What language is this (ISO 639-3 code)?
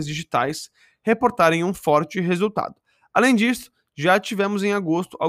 por